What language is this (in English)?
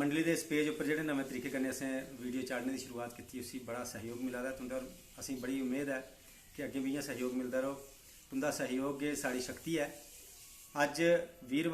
Dogri